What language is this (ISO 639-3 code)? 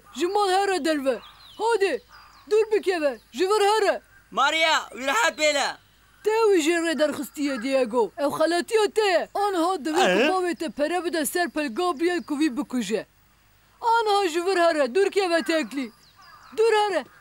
kur